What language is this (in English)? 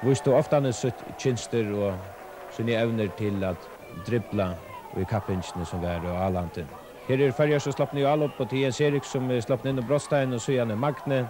Faroese